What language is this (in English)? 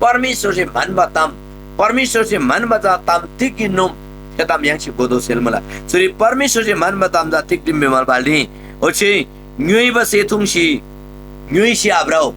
Eastern Tamang